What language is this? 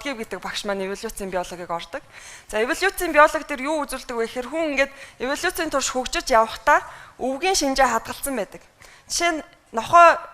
Mongolian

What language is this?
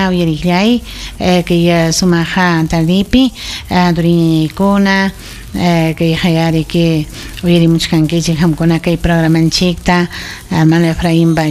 Ayacucho Quechua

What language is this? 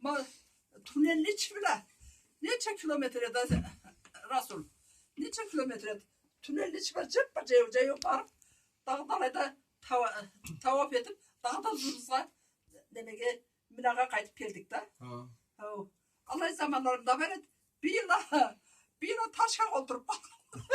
Karachay-Balkar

